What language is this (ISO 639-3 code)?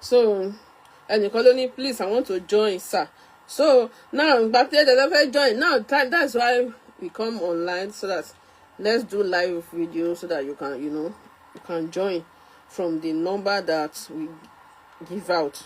yor